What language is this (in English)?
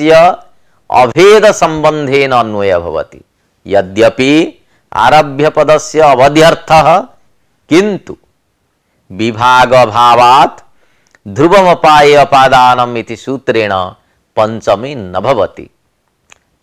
Sanskrit